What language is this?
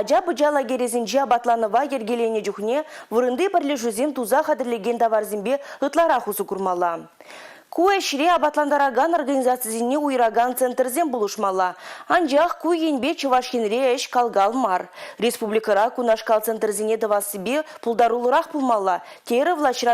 Chuvash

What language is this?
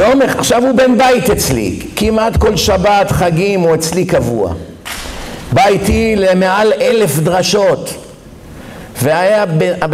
Hebrew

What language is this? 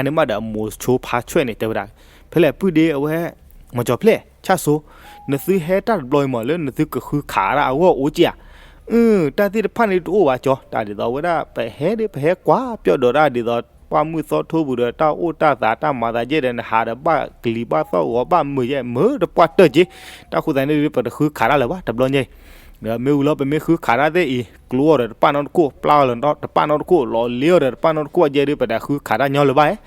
S'gaw Karen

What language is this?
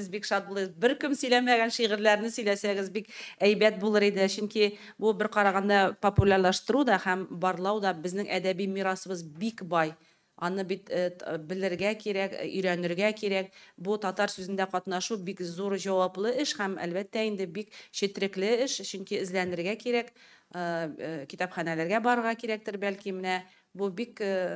Tatar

